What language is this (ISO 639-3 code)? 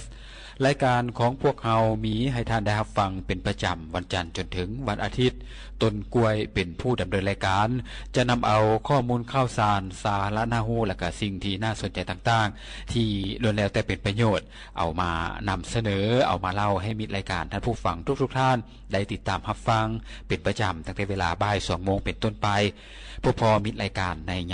lao